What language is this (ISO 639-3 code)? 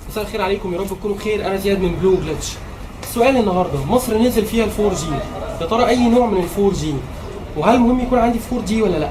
arz